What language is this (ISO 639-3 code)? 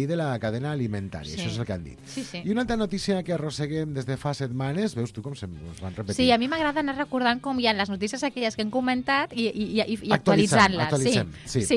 cat